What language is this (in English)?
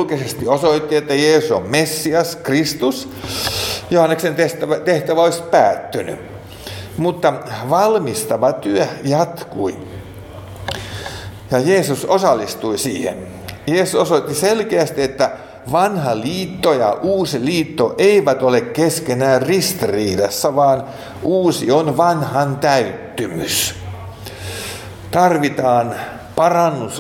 Finnish